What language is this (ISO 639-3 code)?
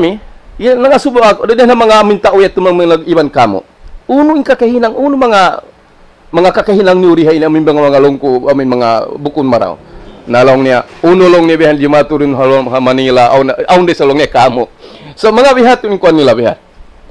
tsg